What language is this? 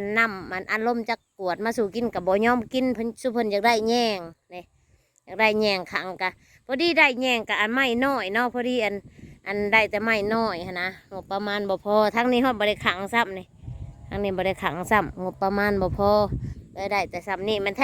Northeastern Thai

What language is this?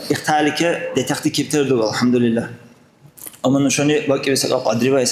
Dargwa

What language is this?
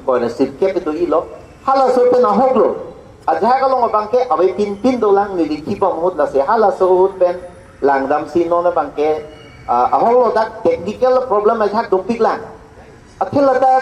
Karbi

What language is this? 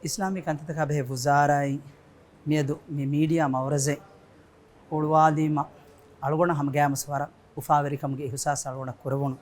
Divehi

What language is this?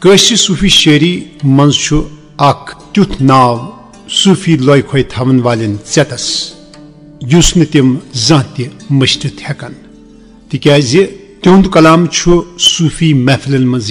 Kashmiri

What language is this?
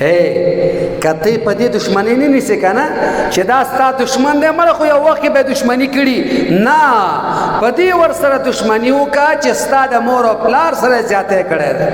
Pashto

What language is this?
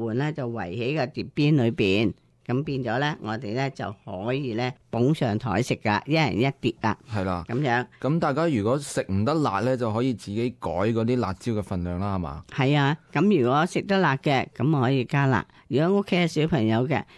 Cantonese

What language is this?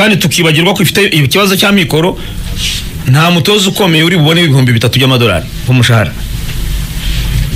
Kinyarwanda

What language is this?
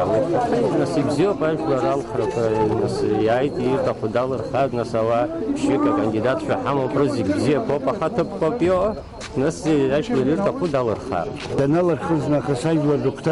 Abkhazian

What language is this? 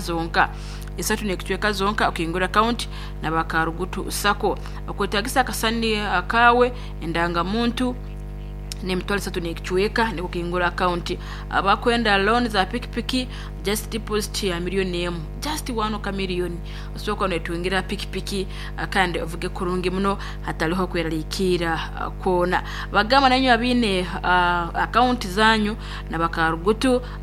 Nyankole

